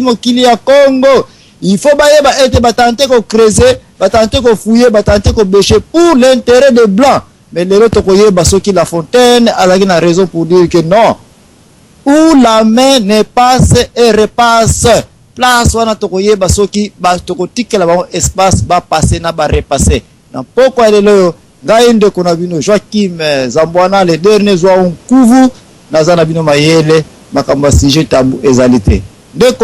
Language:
Lingala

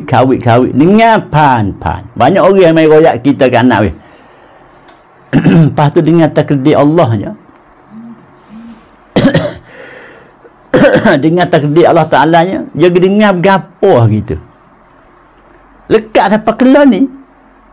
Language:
Pattani Malay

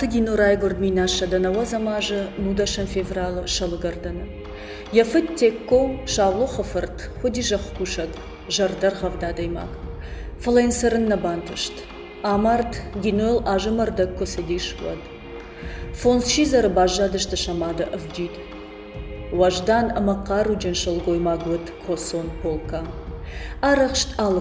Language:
Ossetic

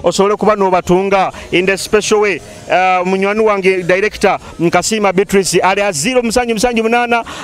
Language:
Nyoro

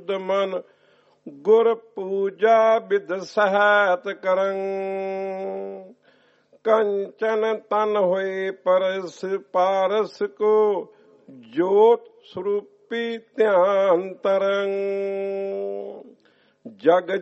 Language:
Punjabi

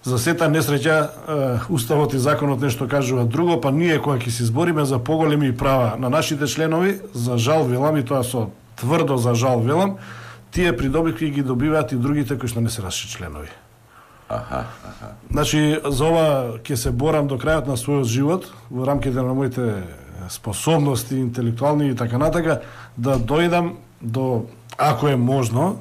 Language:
Macedonian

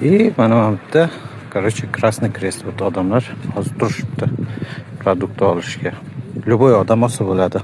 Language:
Uzbek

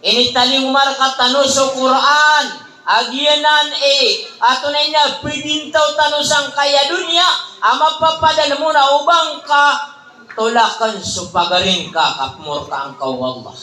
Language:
Maranao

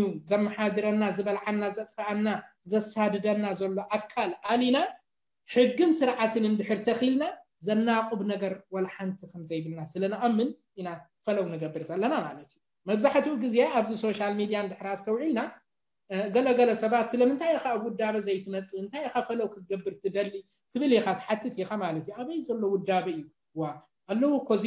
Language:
Tigrinya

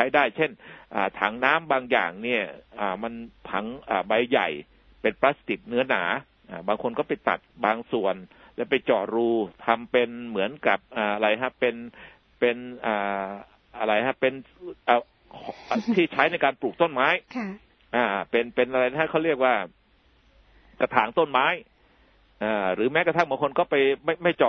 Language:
Thai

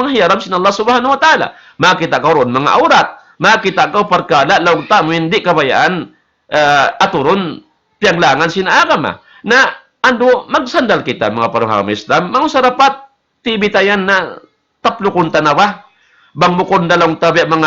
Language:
Tausug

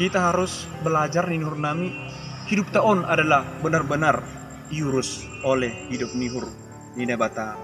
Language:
Batak Simalungun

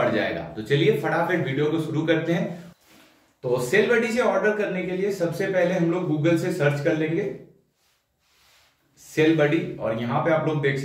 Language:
Hindi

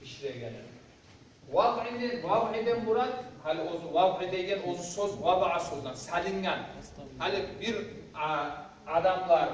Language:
Kumyk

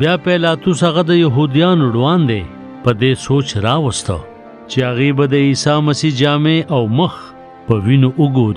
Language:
Pashto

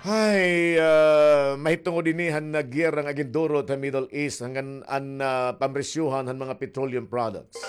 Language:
Waray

